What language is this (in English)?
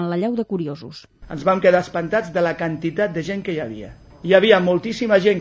Catalan